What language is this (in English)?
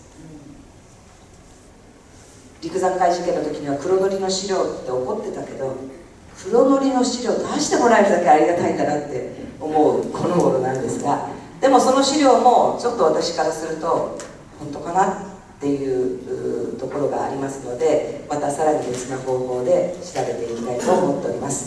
Japanese